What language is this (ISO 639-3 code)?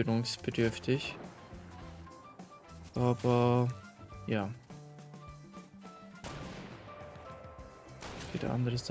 deu